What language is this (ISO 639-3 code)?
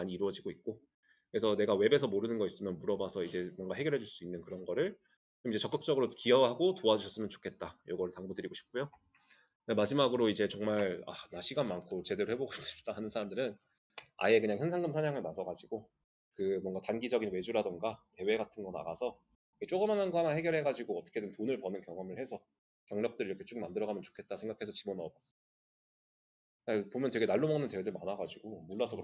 kor